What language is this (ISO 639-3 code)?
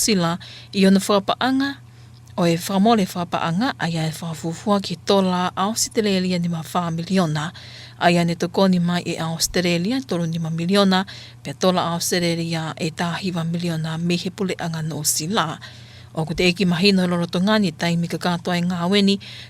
ton